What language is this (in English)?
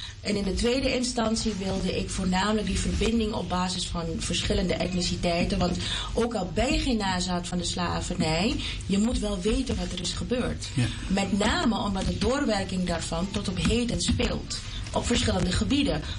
Dutch